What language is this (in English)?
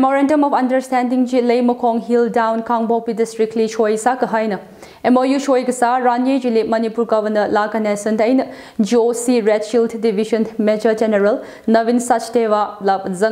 Tangkhul Naga (India)